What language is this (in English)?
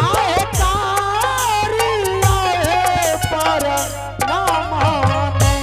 Angika